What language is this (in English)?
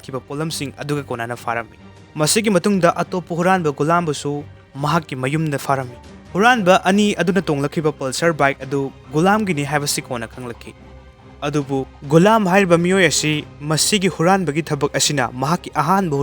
Manipuri